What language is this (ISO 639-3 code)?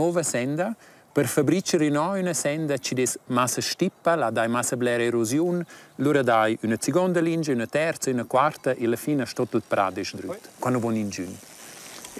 roh